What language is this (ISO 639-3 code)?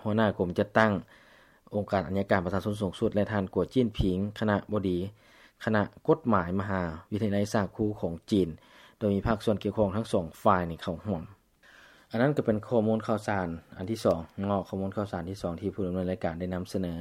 lao